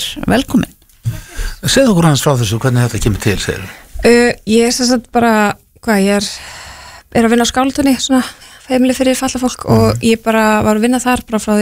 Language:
Icelandic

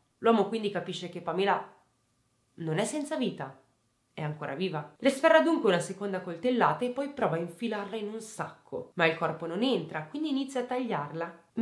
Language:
Italian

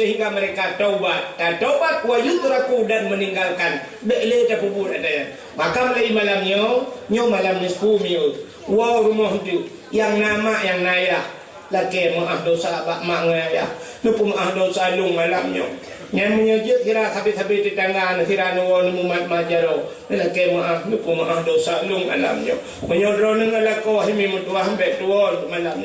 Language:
Achinese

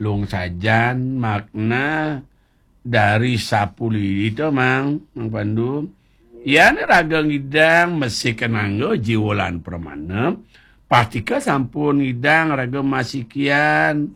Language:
Balinese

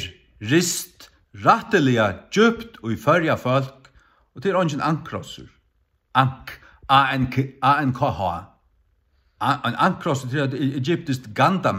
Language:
Faroese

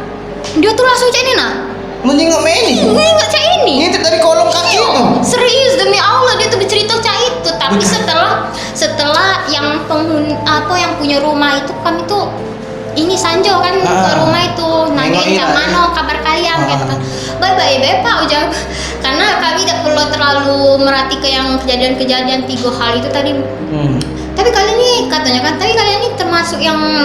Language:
Musi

